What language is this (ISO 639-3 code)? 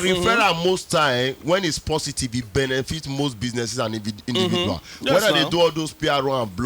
pcm